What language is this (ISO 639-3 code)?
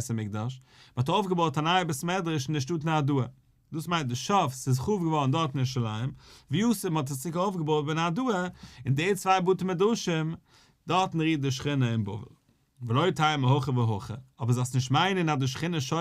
yid